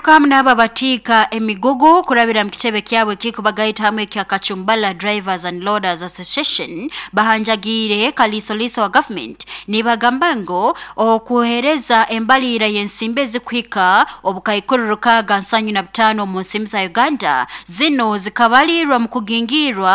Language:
Nyoro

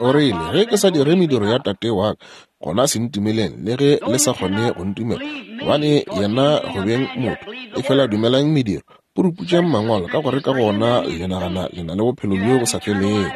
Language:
Northern Sotho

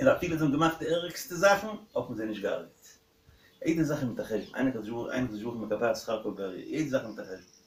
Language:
Yiddish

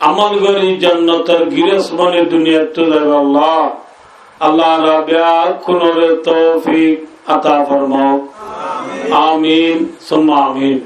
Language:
Rohingya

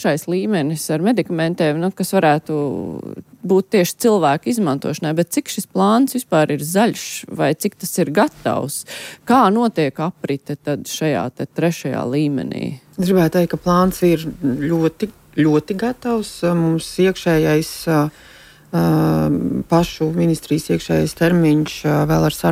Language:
Latvian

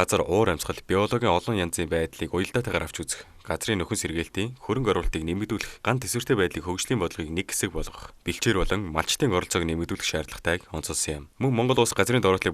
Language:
Mongolian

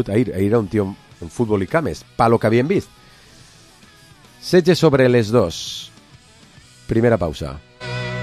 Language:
Catalan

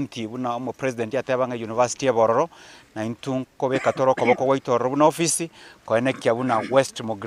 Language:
Gusii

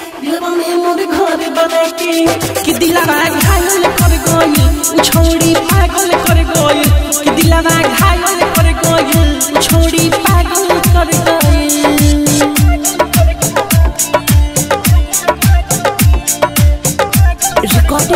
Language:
Bhojpuri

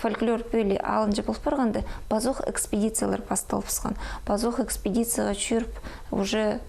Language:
Khakas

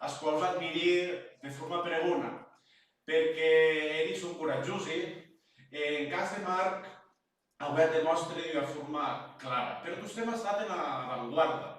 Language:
Occitan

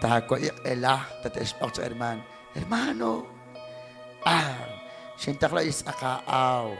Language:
Kekchí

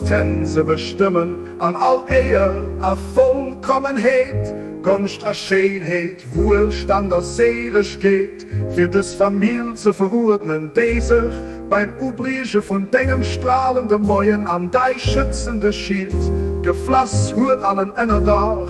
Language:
Luxembourgish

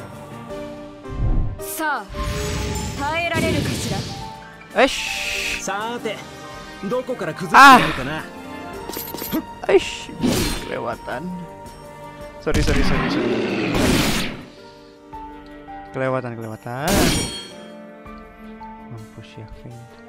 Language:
Indonesian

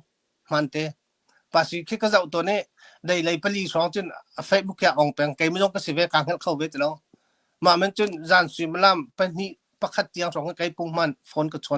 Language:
Hakha Chin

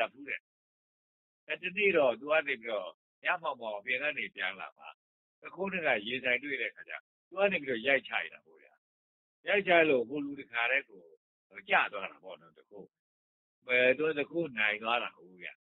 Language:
Burmese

